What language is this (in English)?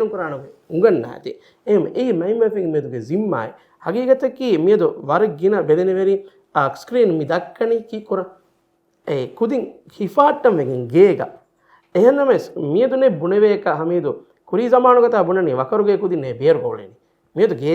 Divehi